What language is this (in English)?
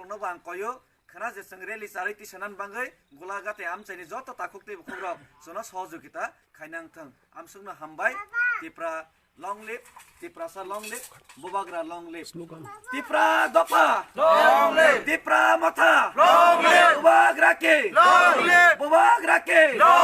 Kok Borok